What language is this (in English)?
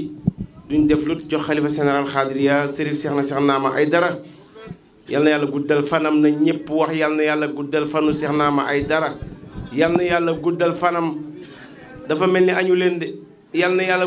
Wolof